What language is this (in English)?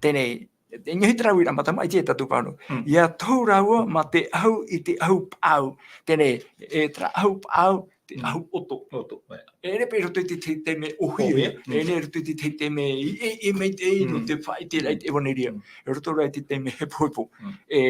Tahitian